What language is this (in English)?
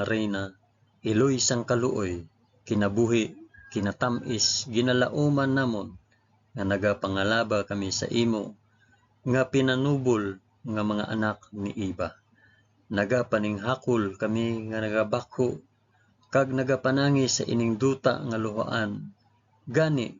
Hiligaynon